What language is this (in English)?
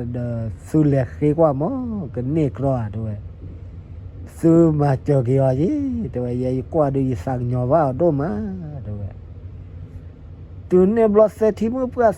S'gaw Karen